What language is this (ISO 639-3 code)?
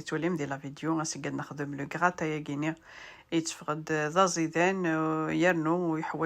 kab